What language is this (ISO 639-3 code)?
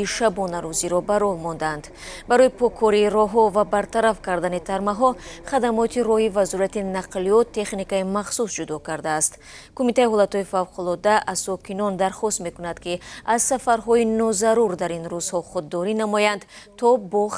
tgk